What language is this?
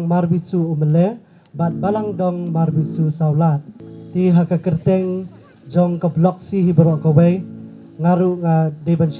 Khasi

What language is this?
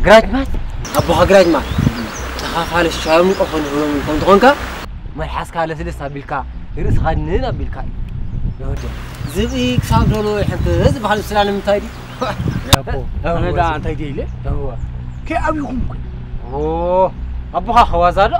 Tigrinya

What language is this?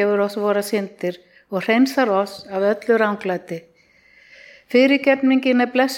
Icelandic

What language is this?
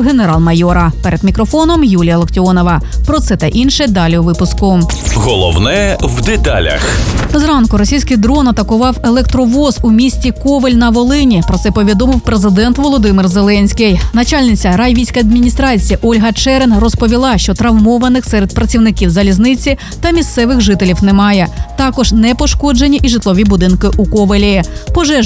Ukrainian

